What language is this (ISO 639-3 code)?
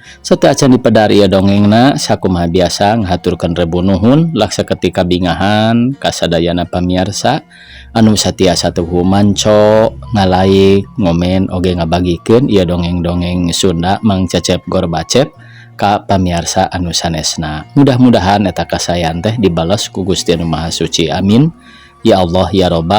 sun